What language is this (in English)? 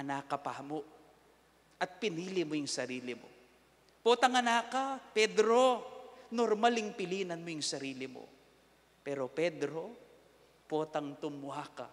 Pampanga